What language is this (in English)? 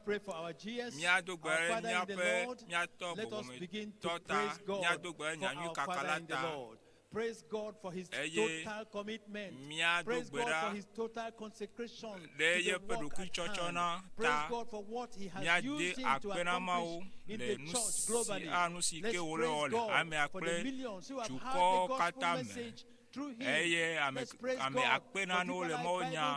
Ewe